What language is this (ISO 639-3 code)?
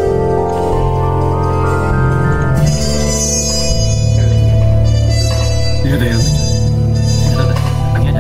ind